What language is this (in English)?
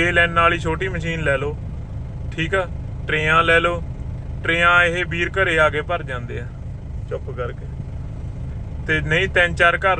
Punjabi